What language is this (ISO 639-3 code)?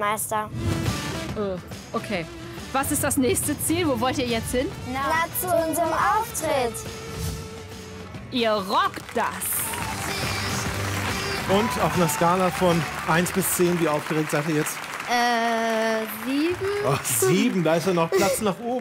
deu